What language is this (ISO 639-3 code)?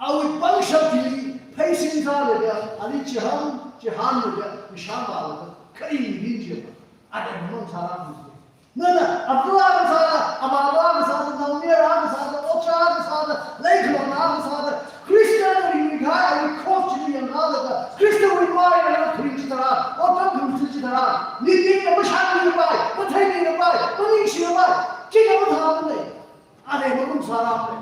nmf